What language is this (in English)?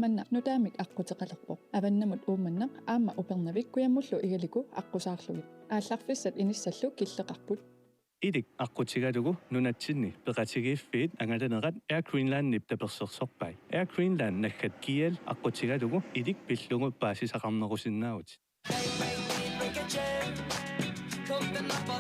Kalaallisut